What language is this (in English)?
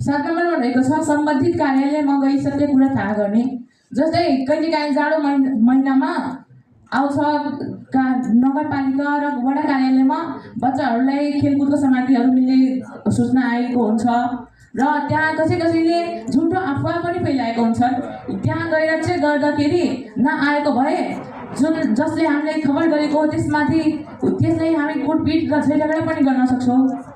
Nepali